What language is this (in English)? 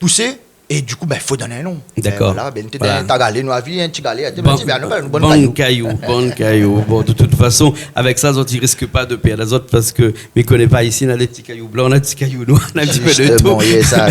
Réunion Creole French